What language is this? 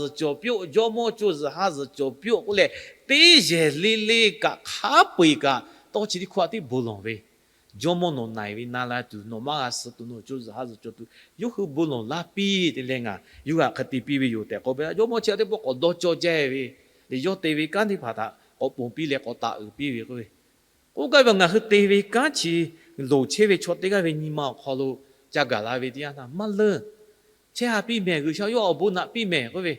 Lahu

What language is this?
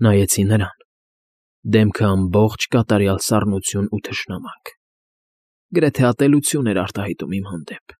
Armenian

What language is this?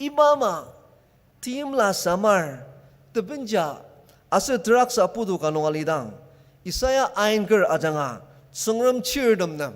Ao Naga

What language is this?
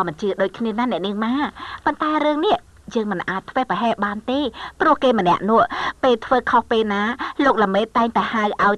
Khmer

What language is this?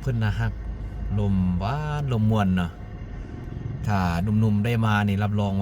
Lao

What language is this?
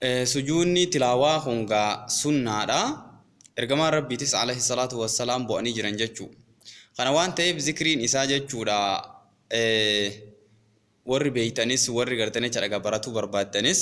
Oromo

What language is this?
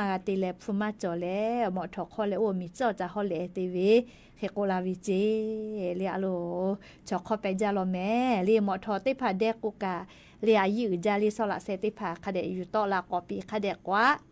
Lahu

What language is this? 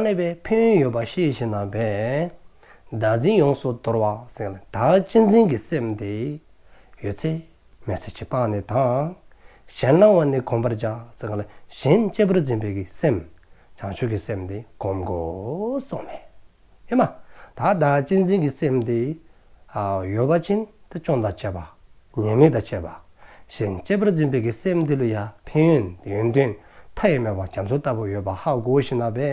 Dzongkha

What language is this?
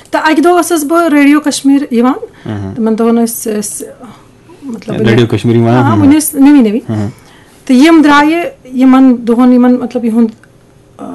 Kashmiri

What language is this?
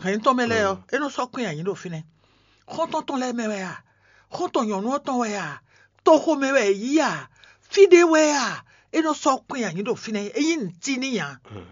Fon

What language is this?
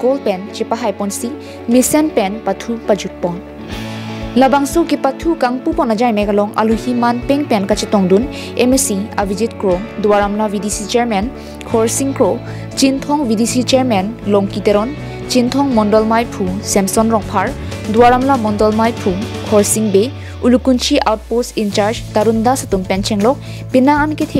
Karbi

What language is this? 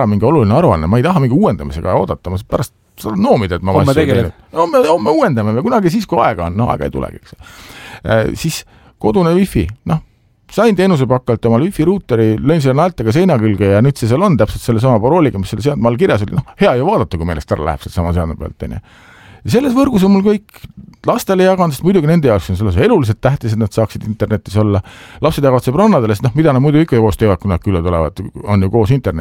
Estonian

